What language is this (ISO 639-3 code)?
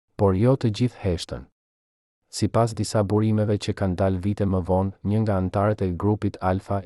sqi